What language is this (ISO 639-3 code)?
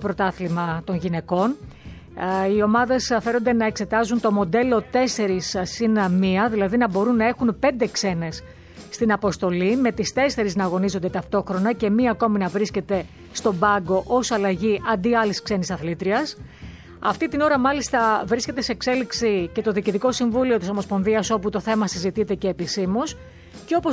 ell